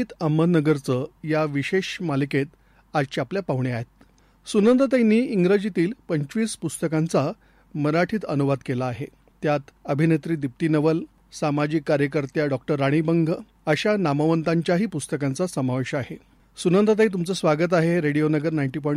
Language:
Marathi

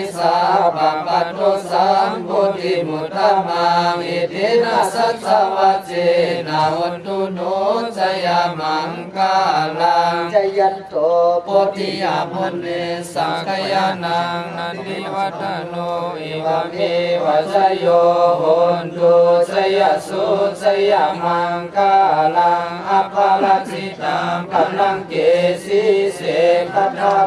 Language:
Pali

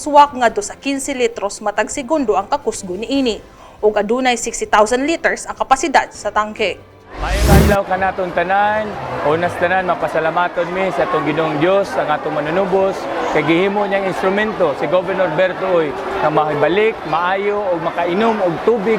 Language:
Cebuano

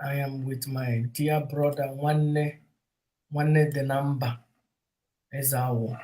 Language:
Igbo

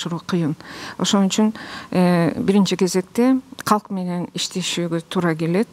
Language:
Kyrgyz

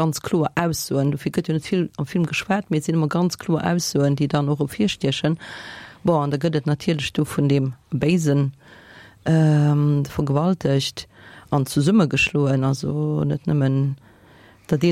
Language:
Luxembourgish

